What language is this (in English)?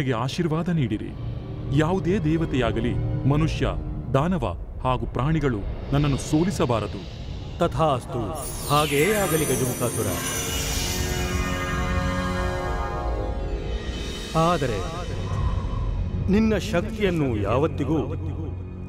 Kannada